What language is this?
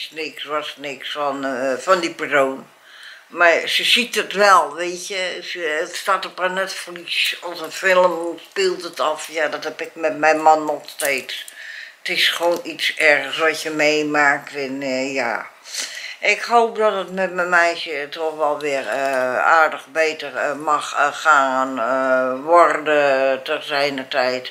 Dutch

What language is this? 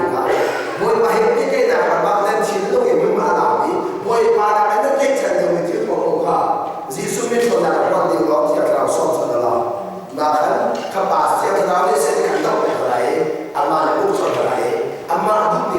Hakha Chin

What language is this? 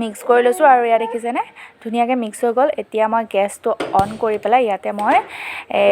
Assamese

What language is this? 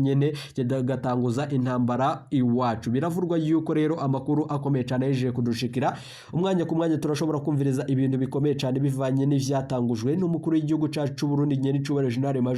Rundi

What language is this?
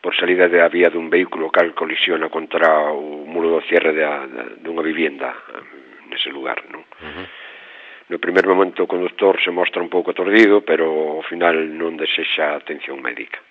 Galician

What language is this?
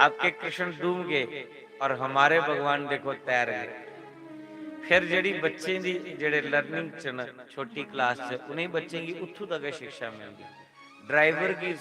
Dogri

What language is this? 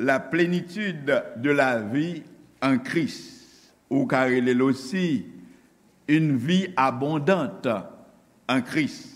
Haitian Creole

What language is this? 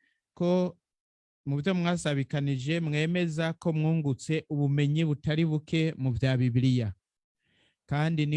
Rundi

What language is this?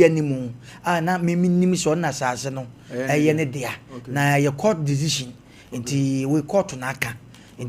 Akan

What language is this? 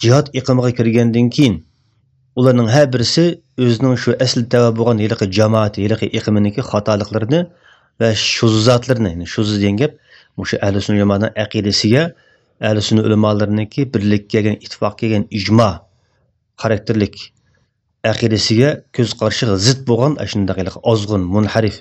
Uyghur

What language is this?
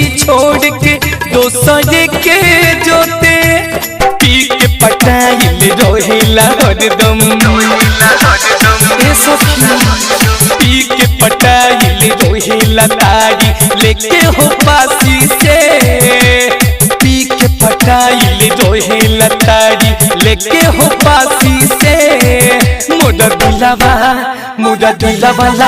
Bhojpuri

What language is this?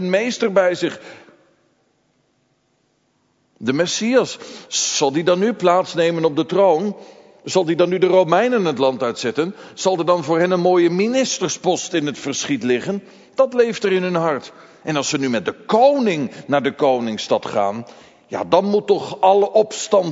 Dutch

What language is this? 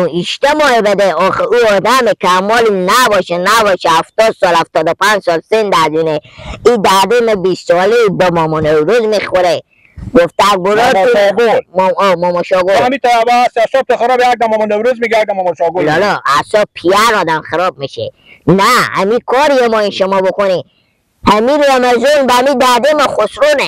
Persian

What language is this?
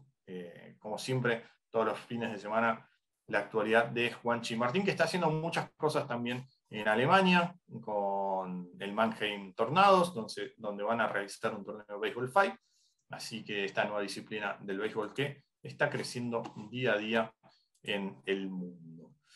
Spanish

